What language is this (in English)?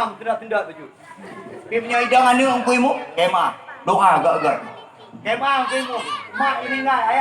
Achinese